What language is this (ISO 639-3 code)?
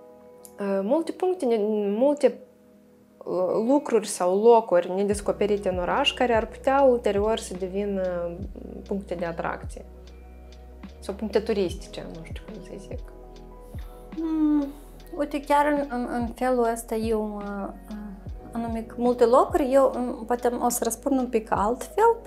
ron